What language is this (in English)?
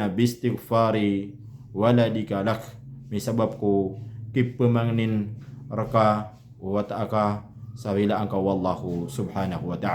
Maranao